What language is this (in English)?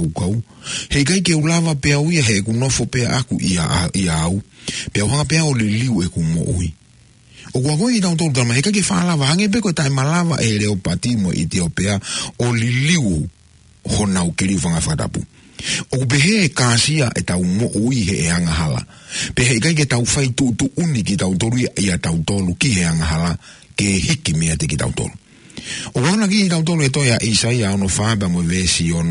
Tongan